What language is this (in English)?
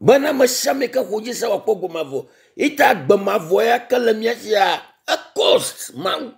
Ewe